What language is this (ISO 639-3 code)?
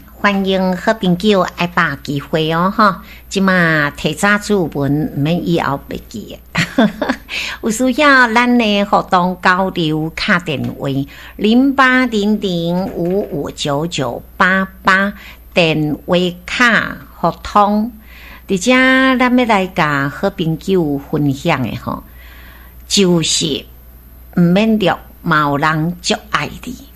nan